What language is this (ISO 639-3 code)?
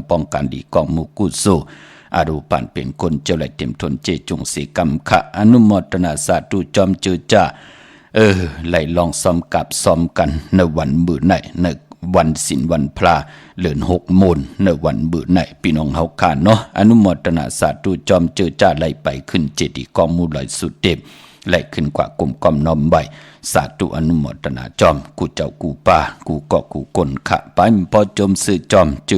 shn